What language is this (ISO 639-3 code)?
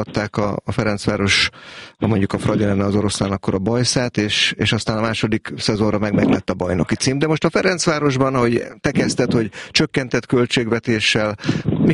hun